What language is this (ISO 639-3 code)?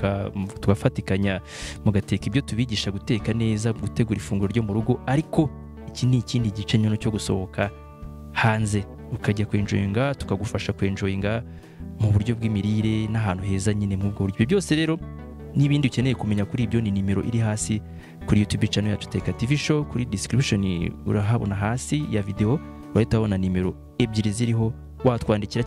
kin